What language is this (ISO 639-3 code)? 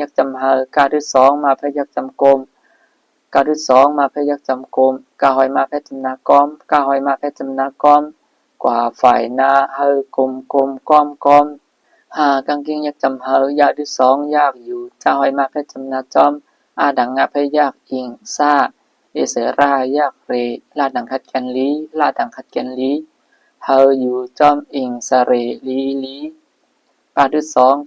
shn